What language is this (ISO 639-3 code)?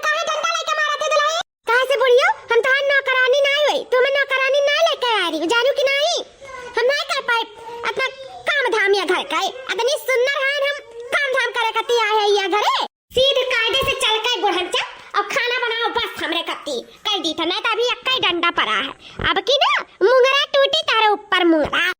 awa